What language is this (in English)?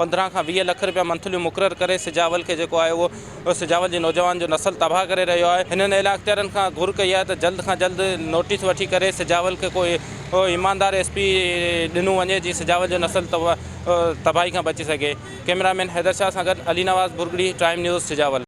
Sindhi